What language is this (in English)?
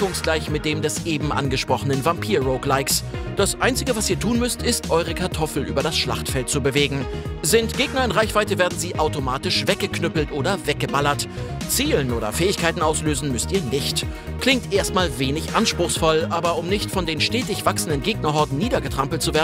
German